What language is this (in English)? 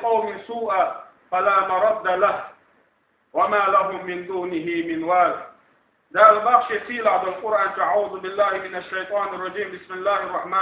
Chechen